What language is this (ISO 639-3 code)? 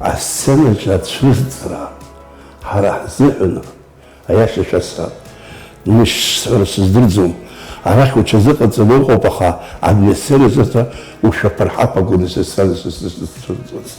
abk